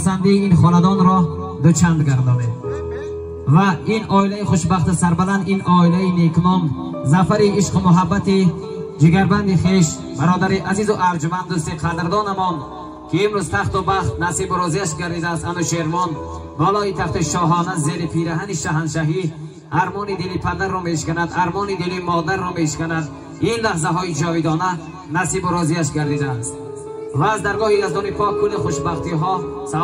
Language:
Tajik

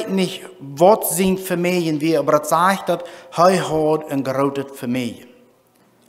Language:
Plautdietsch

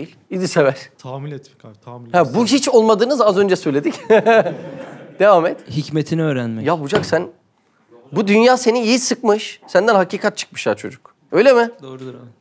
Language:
Turkish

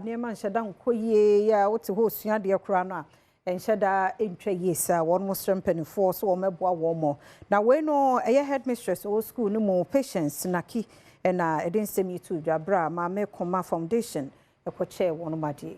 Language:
Akan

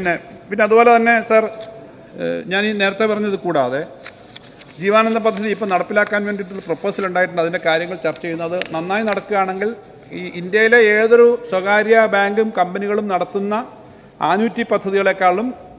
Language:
Malayalam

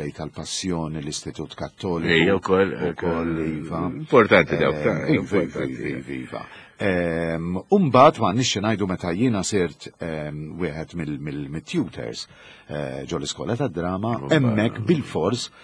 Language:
Maltese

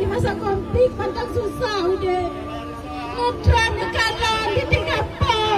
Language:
Achinese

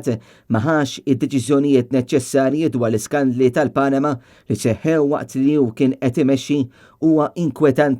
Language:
Maltese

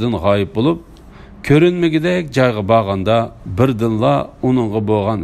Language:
Uyghur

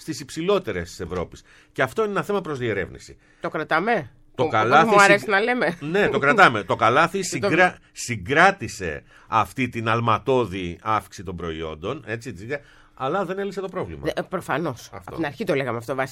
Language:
Greek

